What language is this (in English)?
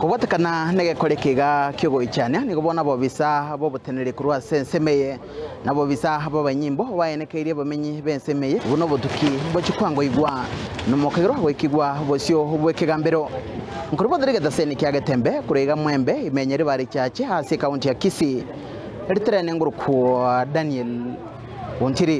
Gusii